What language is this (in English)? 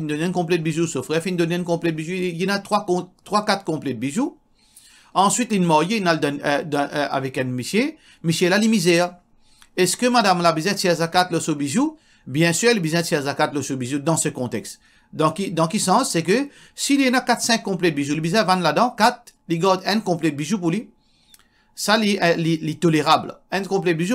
Morisyen